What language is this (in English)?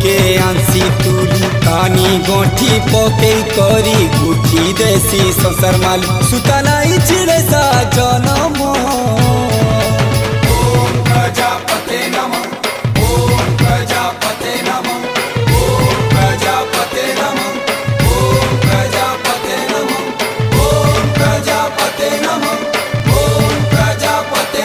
Sambalpuri